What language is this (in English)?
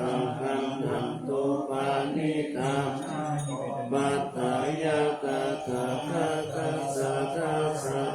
Pali